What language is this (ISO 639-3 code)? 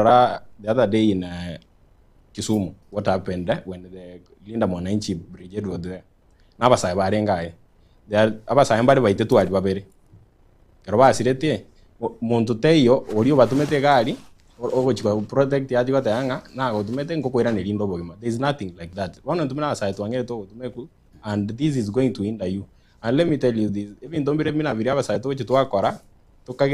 guz